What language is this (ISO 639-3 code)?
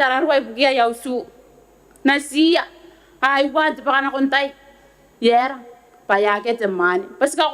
gil